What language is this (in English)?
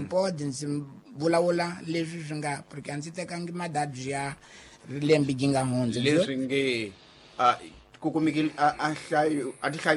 Tsonga